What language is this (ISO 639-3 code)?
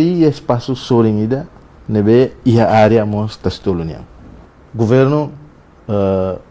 tet